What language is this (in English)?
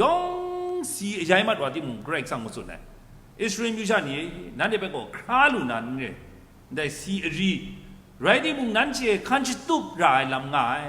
Kachin